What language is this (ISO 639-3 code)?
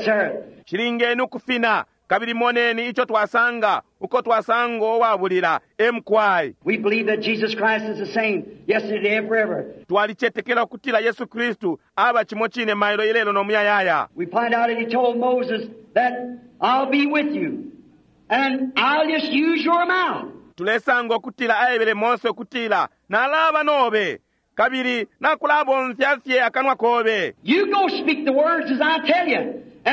bem